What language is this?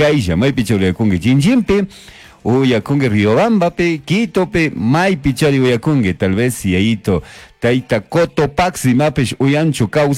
Chimborazo Highland Quichua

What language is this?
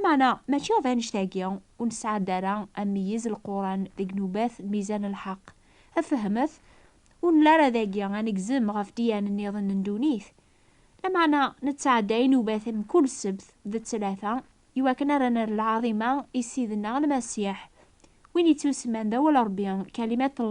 Kabyle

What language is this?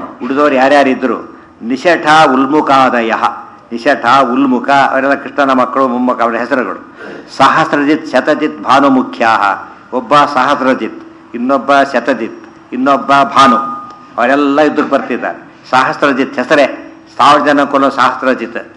Kannada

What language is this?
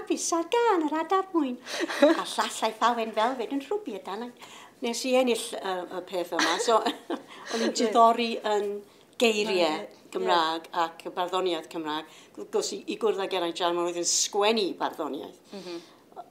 Welsh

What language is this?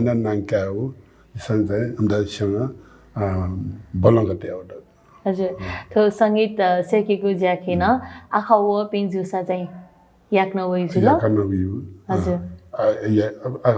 Newari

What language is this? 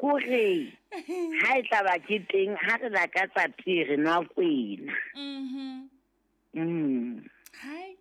Southern Sotho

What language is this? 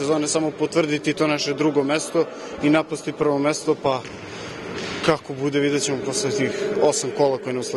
Serbian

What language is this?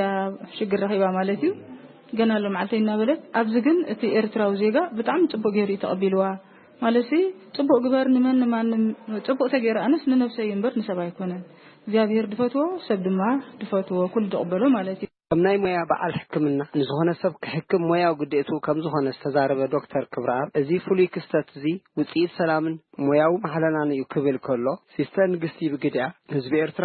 Tigrinya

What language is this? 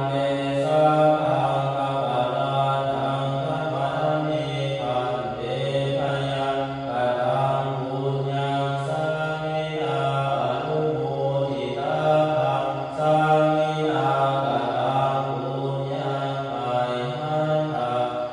Pali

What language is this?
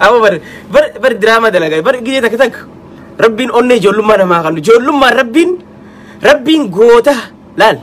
Oromo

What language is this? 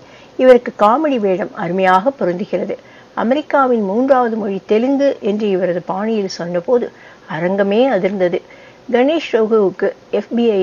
Tamil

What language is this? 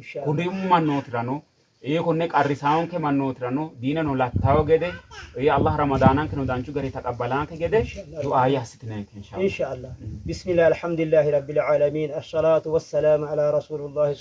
Sidamo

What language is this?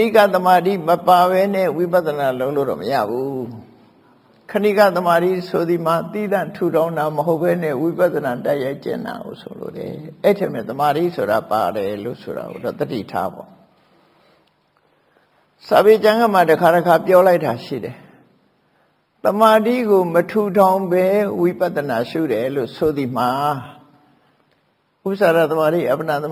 Burmese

